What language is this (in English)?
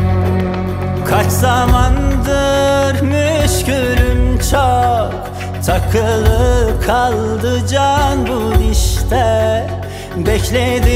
Turkish